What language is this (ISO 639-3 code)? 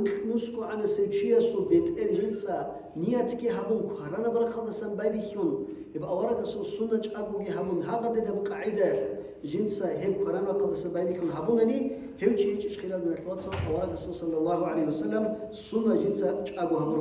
ava